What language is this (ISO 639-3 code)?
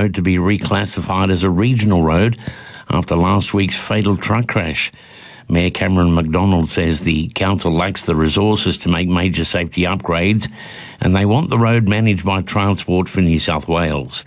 eng